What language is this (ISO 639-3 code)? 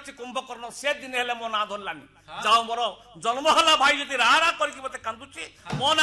ori